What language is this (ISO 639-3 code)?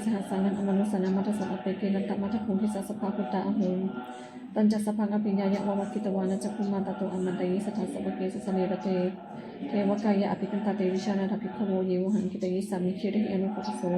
pli